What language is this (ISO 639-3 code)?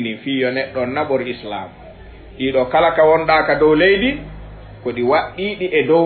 ful